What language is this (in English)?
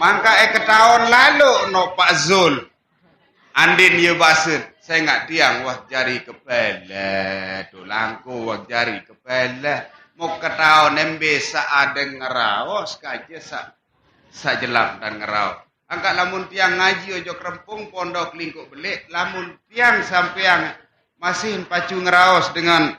Sasak